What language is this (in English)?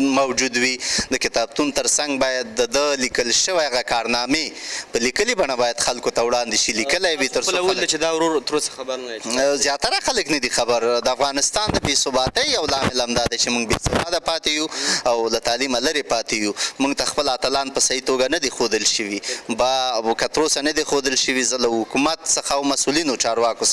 Pashto